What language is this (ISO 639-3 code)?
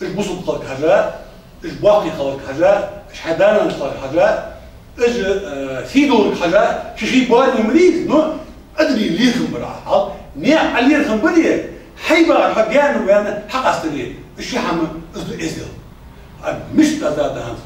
inh